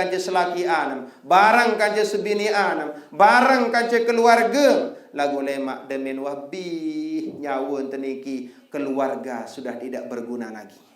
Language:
Sasak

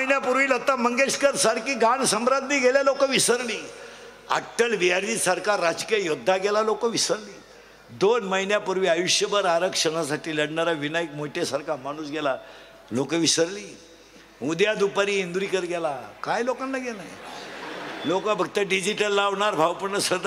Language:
Marathi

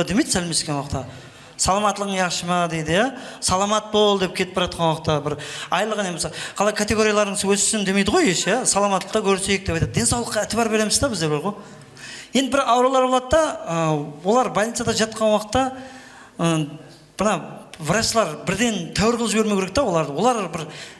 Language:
Kara-Kalpak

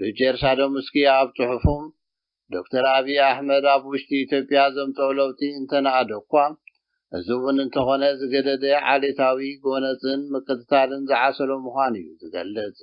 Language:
Tigrinya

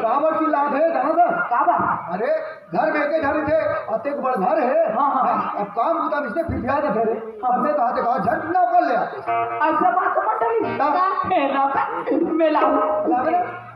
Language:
Chhattisgarhi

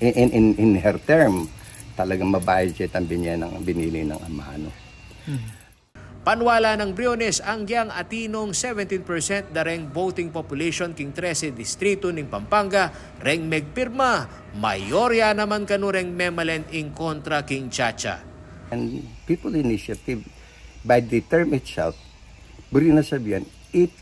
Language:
Pampanga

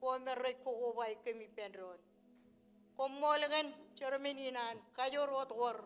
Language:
Marshallese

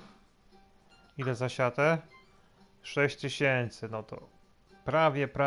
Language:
Polish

